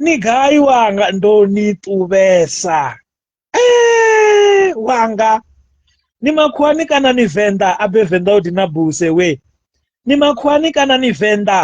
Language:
Venda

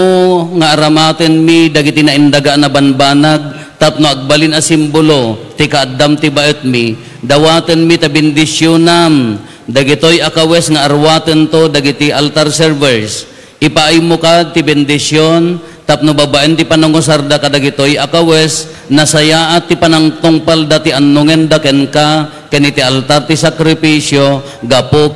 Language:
Iloko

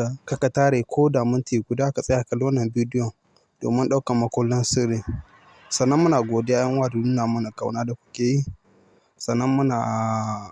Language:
Hausa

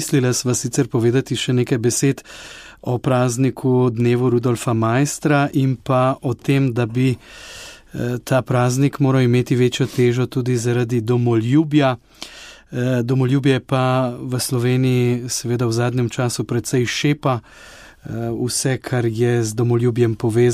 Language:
Slovenian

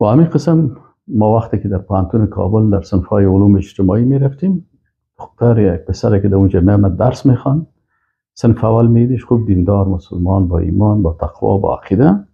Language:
Persian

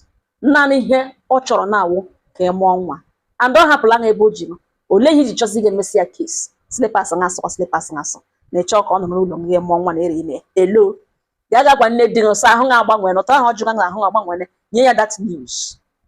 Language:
Igbo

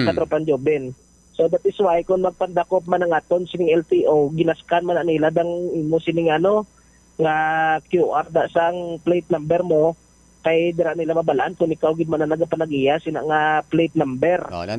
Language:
Hiligaynon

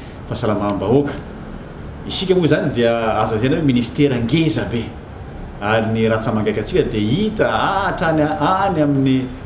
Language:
Malagasy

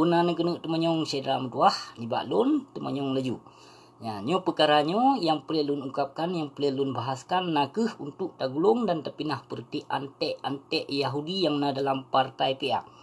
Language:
Achinese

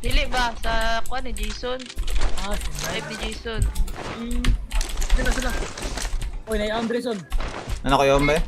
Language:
Cebuano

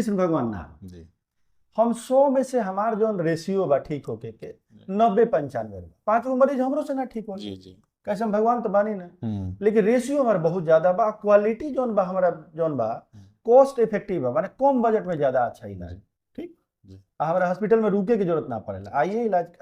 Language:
Bhojpuri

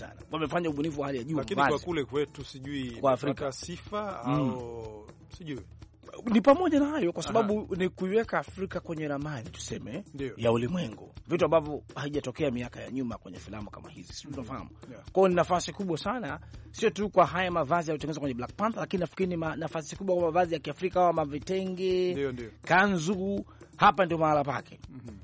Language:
Swahili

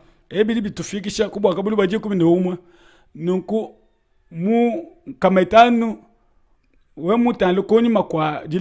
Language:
Luba-Lulua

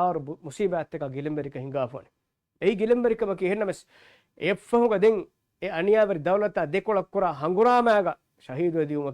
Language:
Divehi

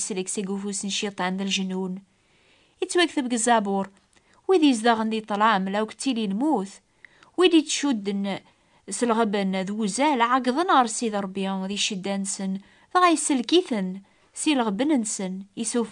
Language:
Kabyle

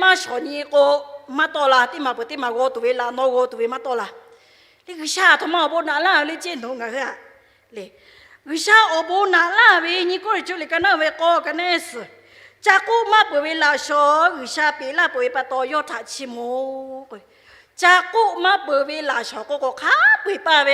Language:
Lahu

